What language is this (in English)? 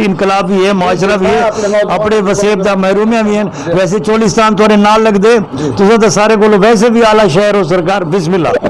Saraiki